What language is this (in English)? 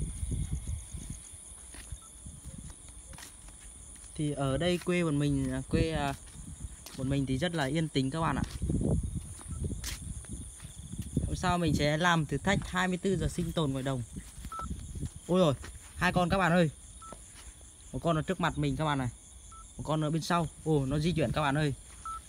Vietnamese